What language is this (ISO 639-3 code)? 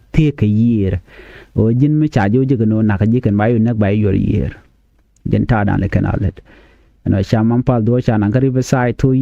nus